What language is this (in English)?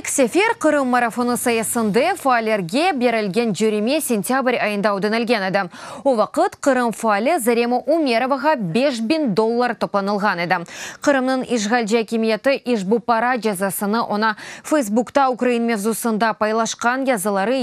Crimean Tatar